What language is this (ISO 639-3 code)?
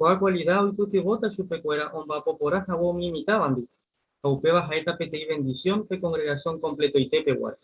grn